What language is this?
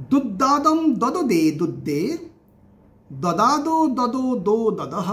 Sanskrit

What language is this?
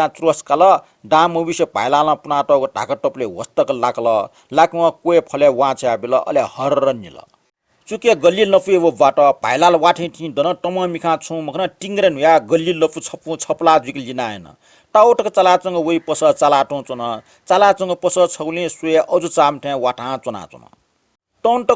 Newari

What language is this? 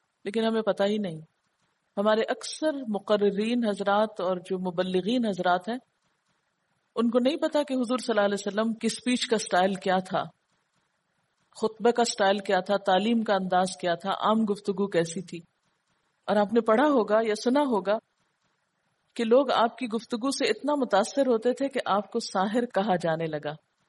Urdu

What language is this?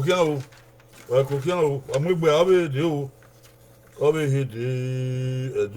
Bini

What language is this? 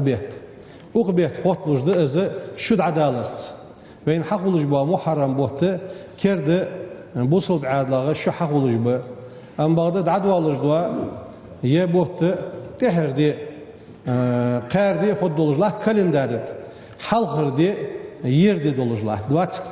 Ingush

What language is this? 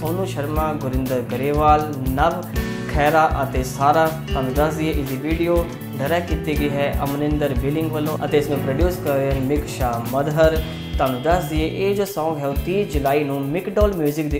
Punjabi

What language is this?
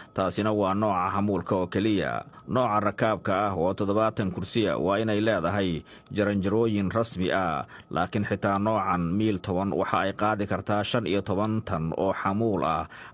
Somali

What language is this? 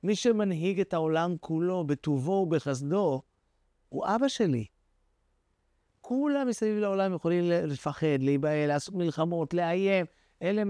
Hebrew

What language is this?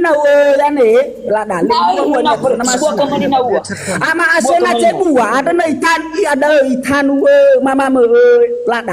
Nias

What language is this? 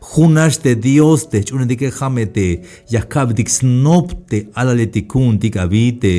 Tzeltal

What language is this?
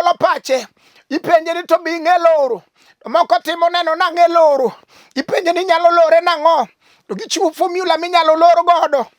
Luo (Kenya and Tanzania)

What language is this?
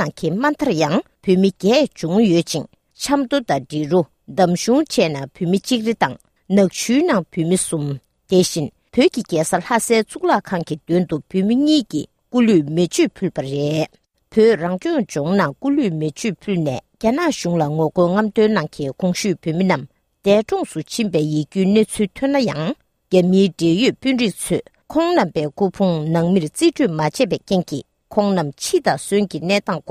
Tibetan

